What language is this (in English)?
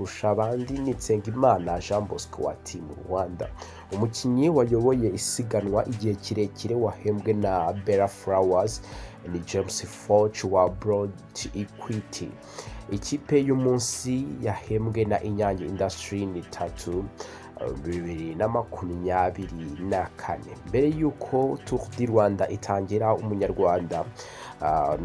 Kinyarwanda